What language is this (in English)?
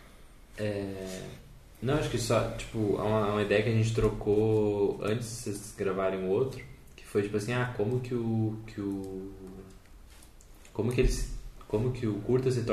Portuguese